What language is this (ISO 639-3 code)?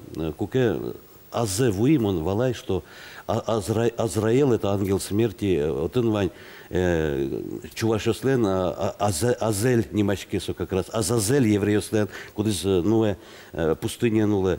udm